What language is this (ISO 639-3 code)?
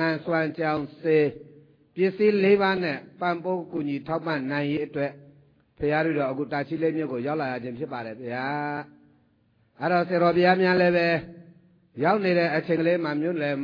mya